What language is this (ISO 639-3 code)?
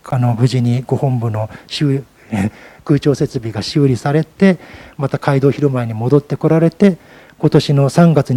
jpn